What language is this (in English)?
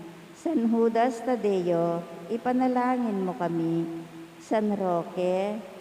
Pampanga